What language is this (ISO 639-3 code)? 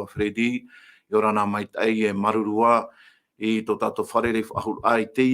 tah